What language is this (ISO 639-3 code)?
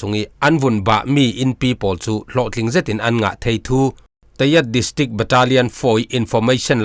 cfm